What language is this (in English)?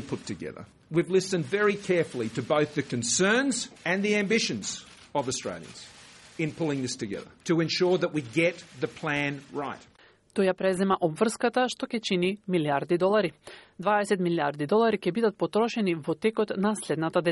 Macedonian